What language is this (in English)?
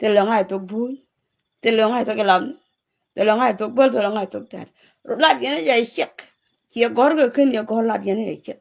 Nuer